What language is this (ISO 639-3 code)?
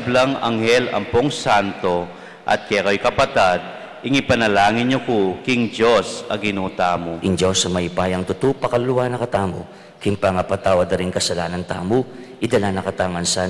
pam